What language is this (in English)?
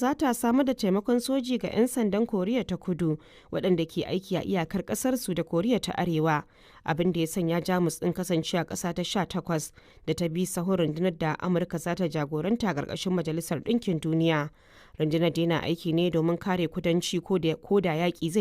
Hausa